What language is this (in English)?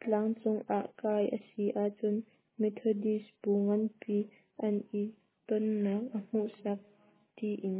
Hakha Chin